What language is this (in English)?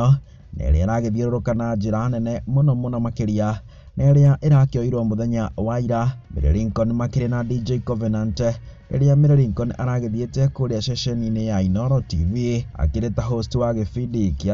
Kikuyu